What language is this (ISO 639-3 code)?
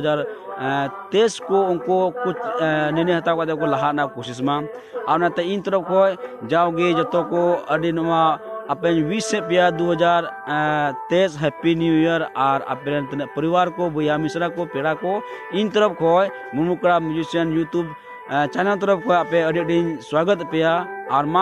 sat